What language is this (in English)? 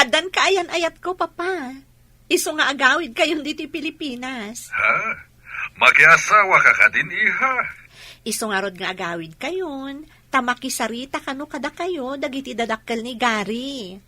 Iloko